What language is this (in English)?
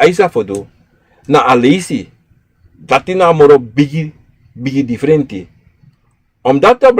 Sranan Tongo